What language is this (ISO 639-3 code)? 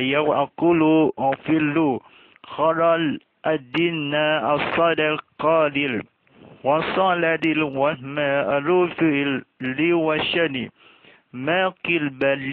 msa